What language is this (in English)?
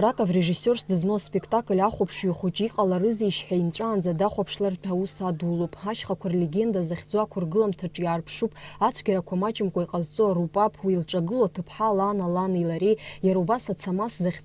Abkhazian